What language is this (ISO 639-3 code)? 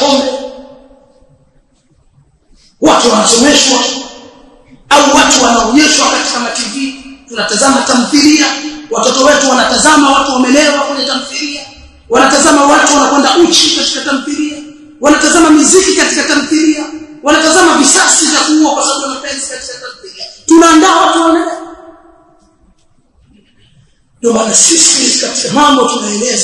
swa